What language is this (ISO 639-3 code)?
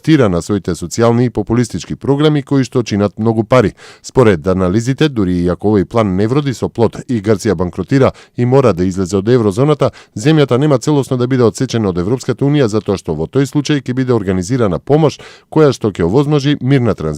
mkd